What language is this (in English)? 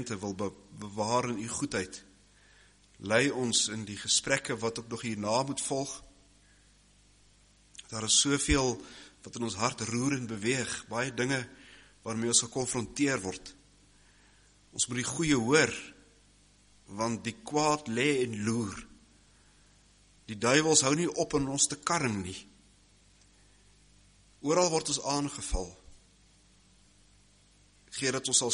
Afrikaans